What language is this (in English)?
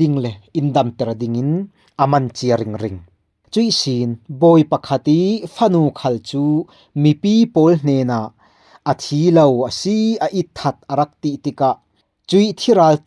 Falam Chin